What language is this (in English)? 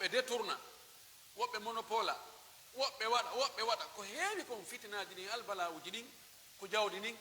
Pular